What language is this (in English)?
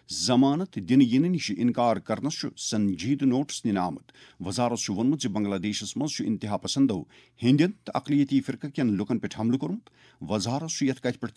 Kashmiri